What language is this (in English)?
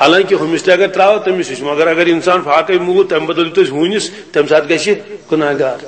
Kashmiri